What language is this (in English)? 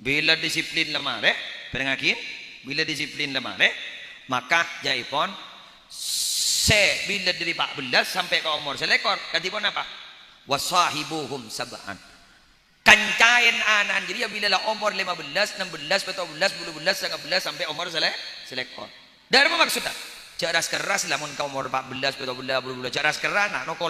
Madurese